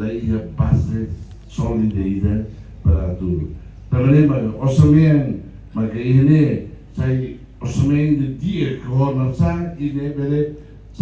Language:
Tetum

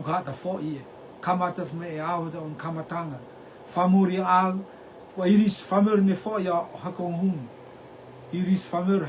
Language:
Rotuman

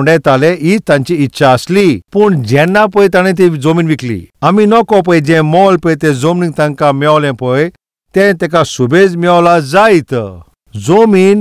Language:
Konkani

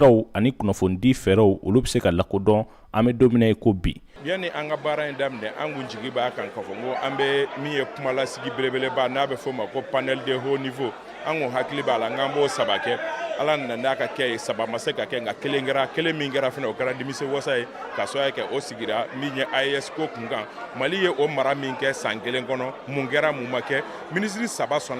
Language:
Bambara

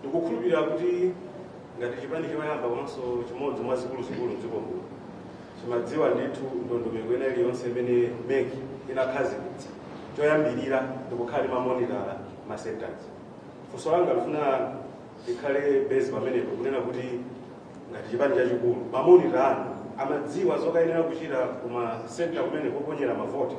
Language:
Nyanja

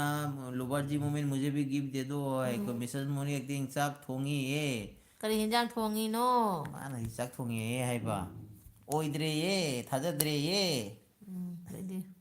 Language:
Manipuri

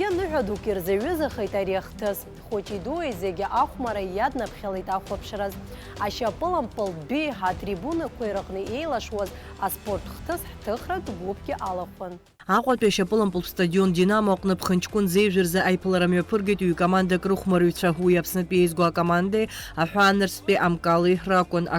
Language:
Abkhazian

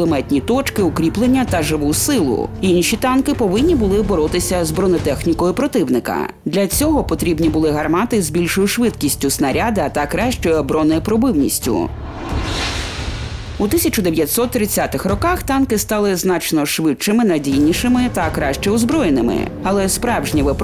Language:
Ukrainian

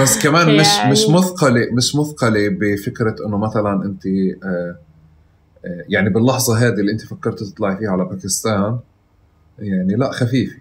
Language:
North Levantine Arabic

